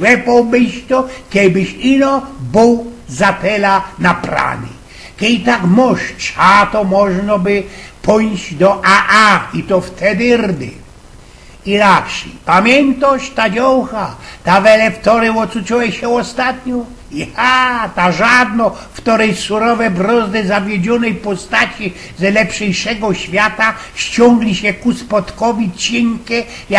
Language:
Silesian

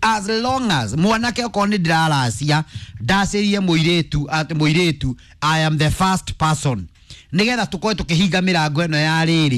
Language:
Kikuyu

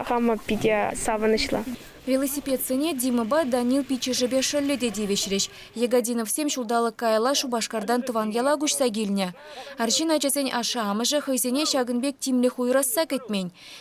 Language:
Chuvash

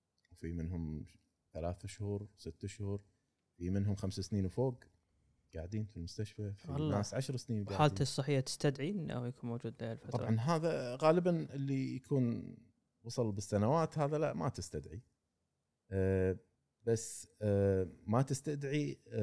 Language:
Gulf Arabic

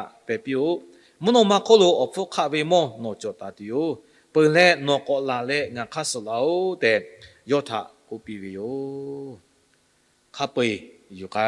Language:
Lahu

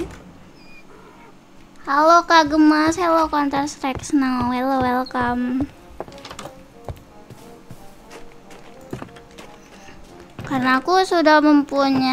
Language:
Indonesian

